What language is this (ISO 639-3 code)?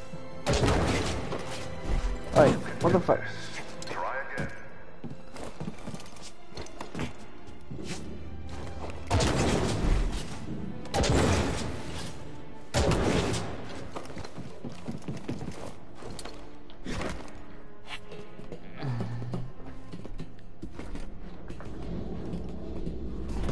eng